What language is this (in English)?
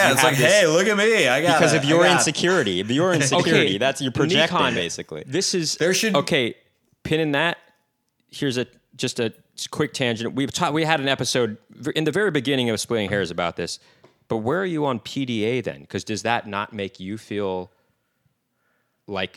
English